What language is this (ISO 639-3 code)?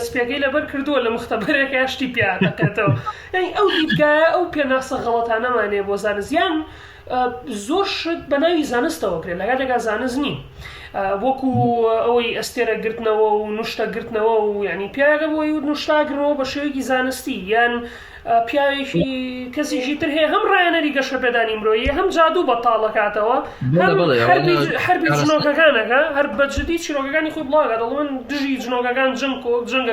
ckb